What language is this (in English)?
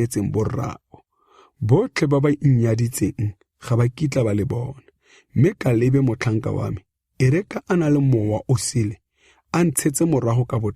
Tswana